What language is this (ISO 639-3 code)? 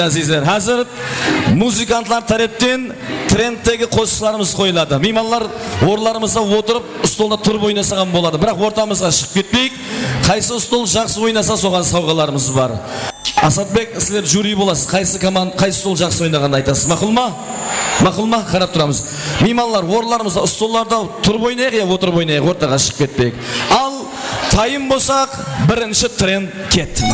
kaa